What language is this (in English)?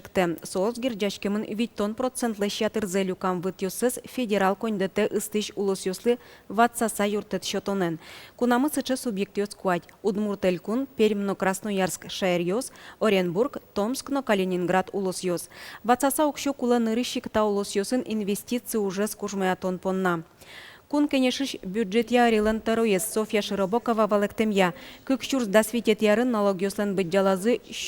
Udmurt